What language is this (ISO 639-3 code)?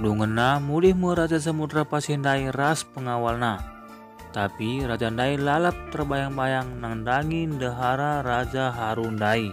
btx